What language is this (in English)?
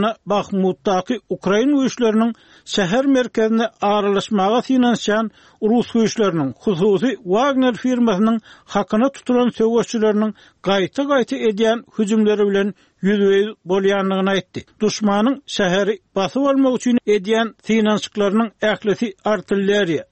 Turkmen